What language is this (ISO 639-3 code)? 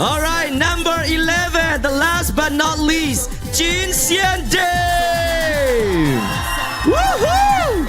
ctd